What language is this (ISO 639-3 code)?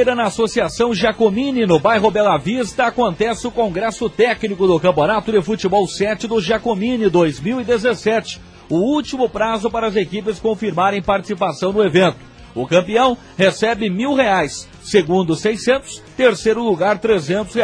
por